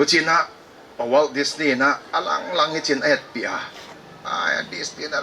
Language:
Paite Chin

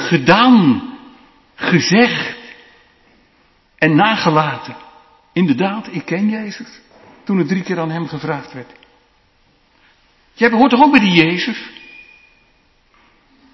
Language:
Dutch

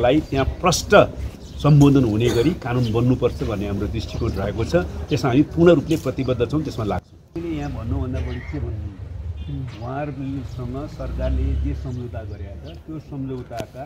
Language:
Nepali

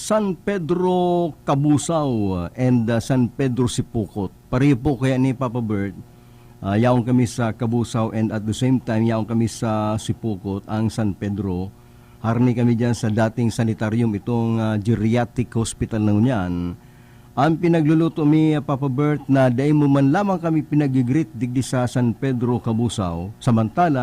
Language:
Bikol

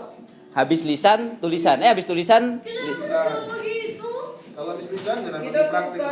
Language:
Manado Malay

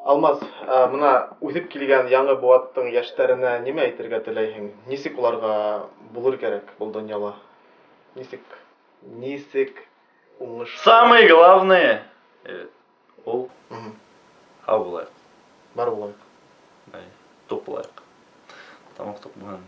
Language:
Bashkir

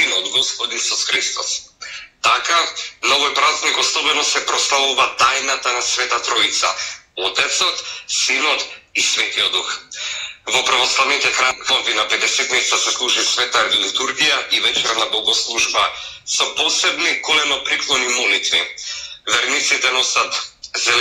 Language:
Macedonian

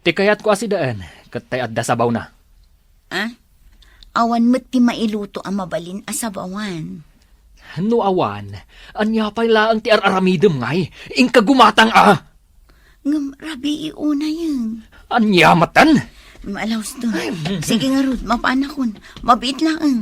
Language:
Iloko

